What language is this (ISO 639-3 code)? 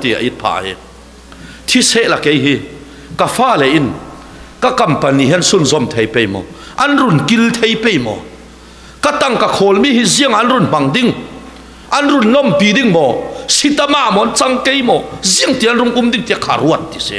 cfm